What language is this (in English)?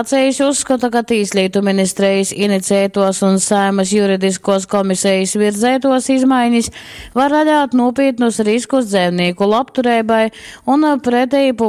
Latgalian